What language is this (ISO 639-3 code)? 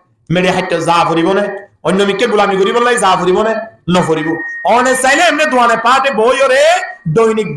rhg